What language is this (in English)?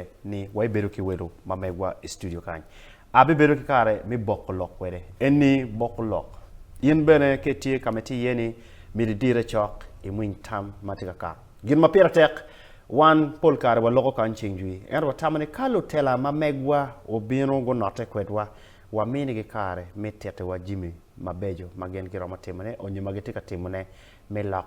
Acoli